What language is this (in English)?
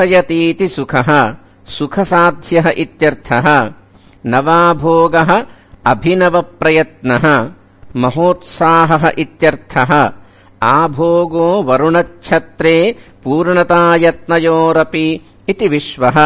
Sanskrit